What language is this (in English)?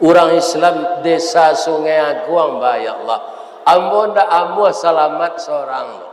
Minangkabau